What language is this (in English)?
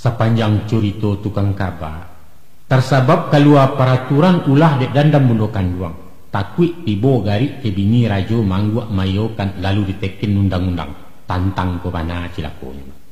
Minangkabau